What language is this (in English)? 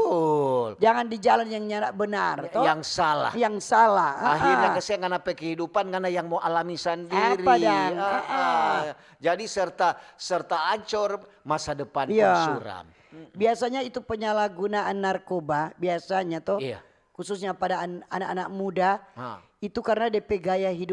Manado Malay